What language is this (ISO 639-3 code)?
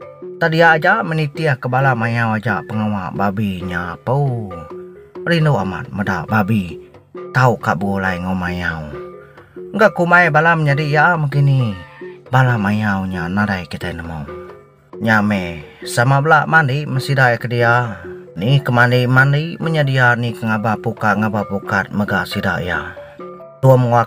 iba